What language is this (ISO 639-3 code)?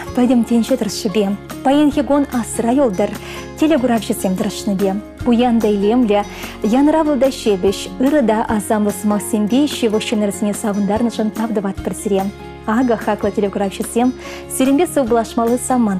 chv